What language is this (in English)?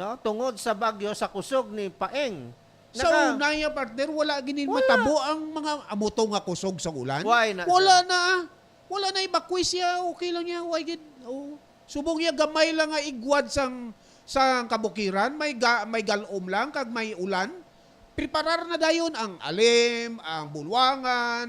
Hiligaynon